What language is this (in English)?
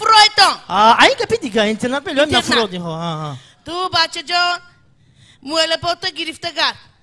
Tajik